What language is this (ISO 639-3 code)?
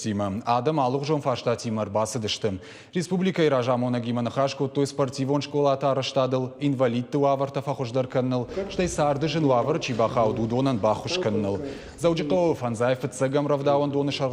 oss